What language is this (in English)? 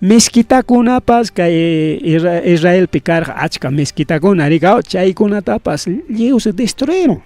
Ayacucho Quechua